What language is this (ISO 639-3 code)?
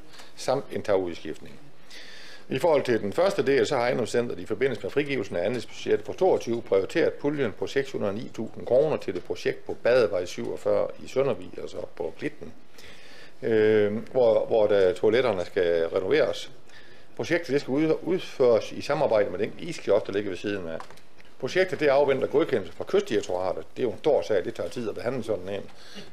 dan